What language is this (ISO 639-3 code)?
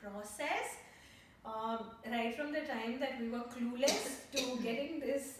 eng